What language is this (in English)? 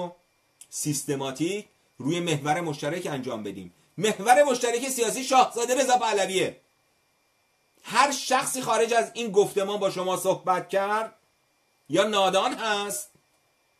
Persian